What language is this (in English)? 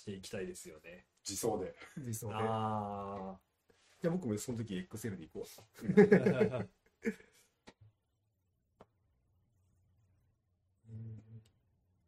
Japanese